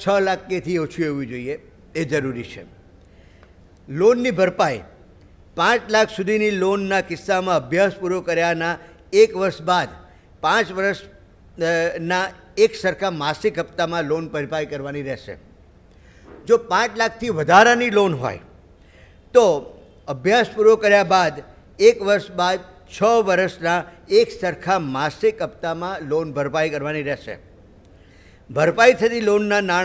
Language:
Gujarati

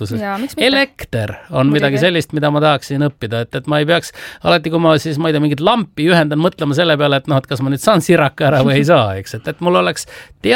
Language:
Estonian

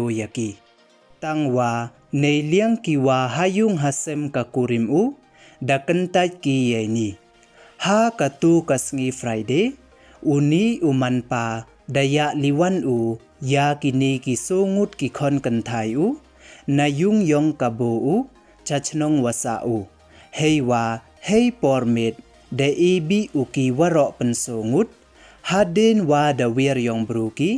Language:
Pnar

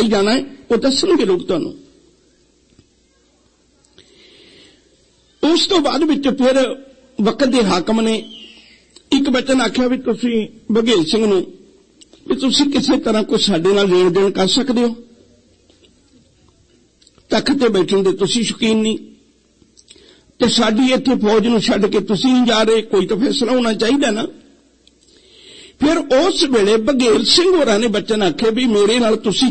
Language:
Punjabi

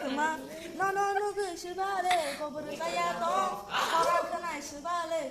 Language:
Kok Borok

